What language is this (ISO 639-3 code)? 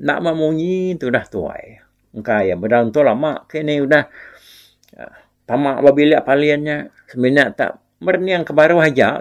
iba